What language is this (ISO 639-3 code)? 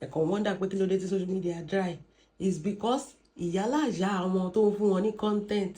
yor